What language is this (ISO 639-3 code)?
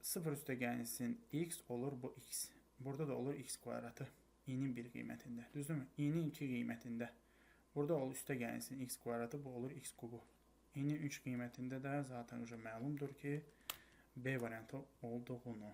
aze